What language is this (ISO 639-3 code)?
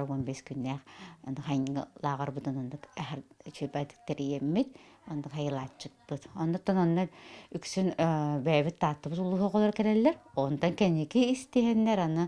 sah